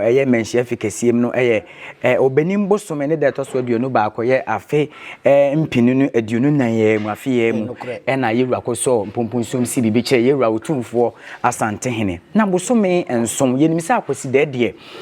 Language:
Akan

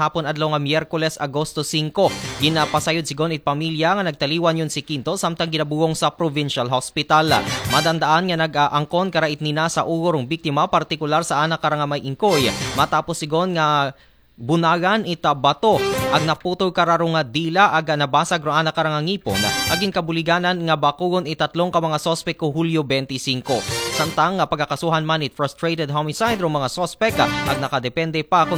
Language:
Aklanon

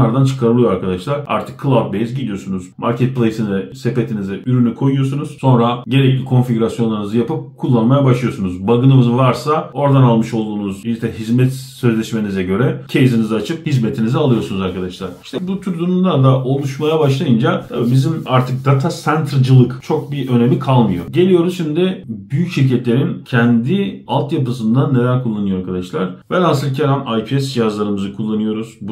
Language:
Turkish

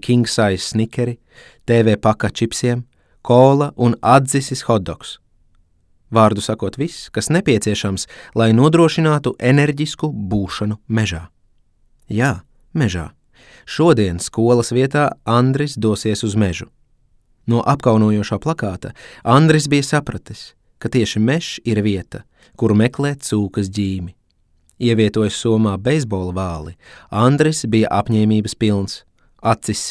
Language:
Latvian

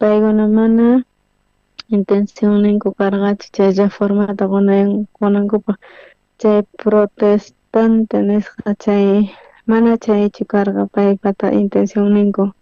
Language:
South Bolivian Quechua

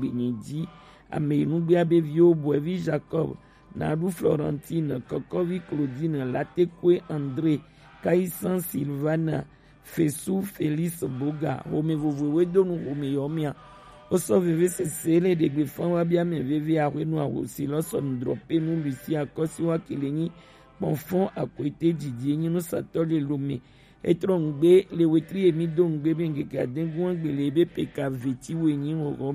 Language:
Gen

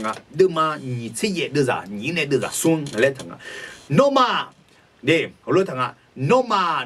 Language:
Akha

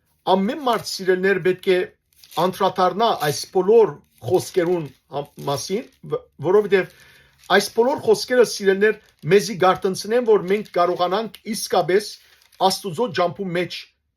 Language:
Western Armenian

